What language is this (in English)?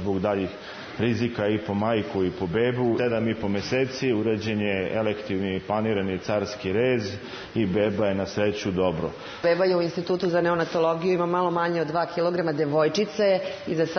Serbian